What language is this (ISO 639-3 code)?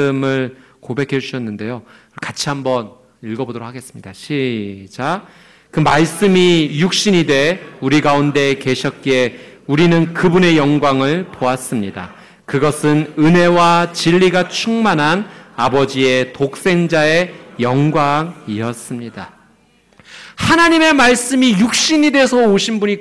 kor